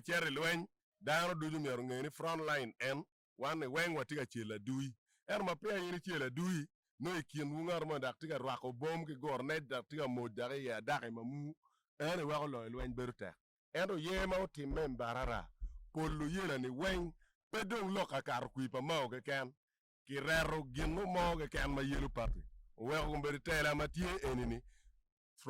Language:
Acoli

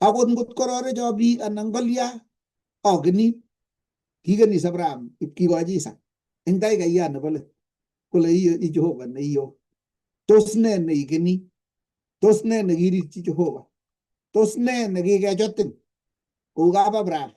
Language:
Kalenjin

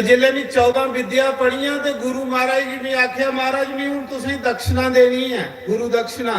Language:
Dogri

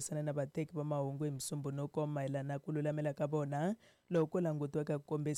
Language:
Tsonga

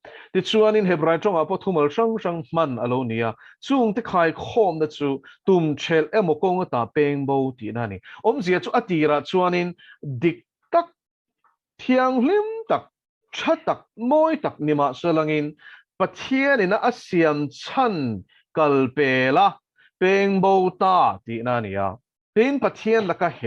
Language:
Mizo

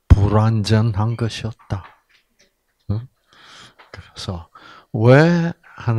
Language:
Korean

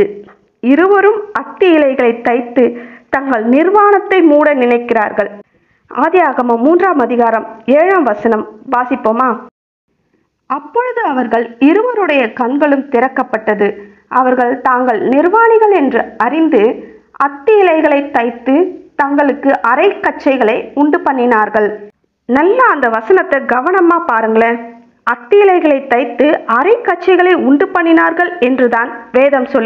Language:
Tamil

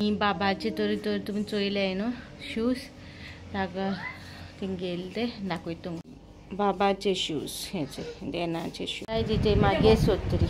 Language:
Konkani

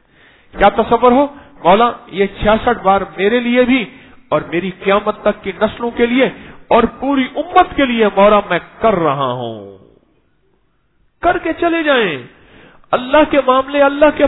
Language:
Urdu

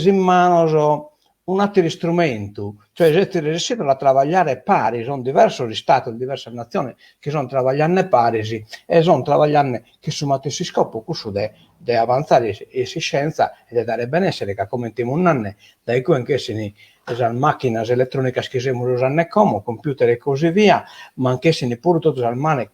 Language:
Sardinian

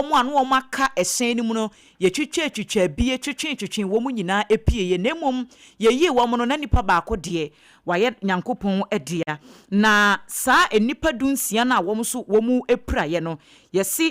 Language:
Akan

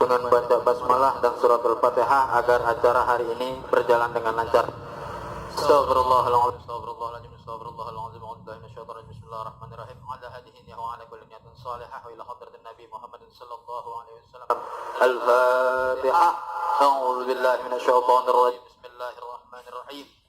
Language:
Betawi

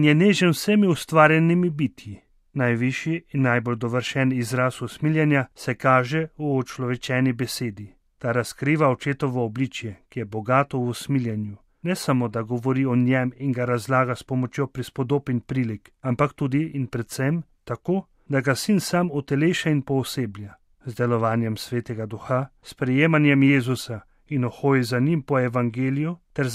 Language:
Slovenian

